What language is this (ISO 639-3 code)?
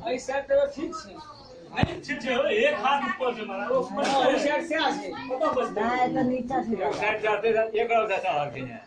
mai